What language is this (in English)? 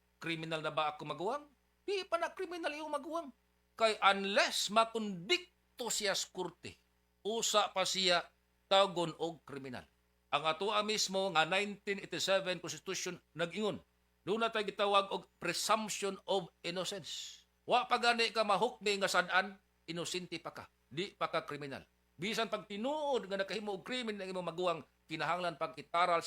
Cebuano